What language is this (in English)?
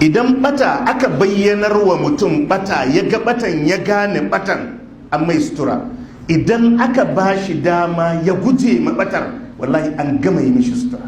Hausa